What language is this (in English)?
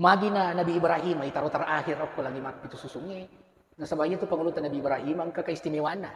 Buginese